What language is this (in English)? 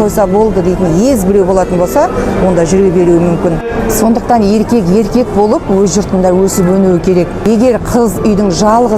Kazakh